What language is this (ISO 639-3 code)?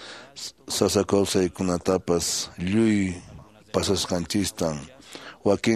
que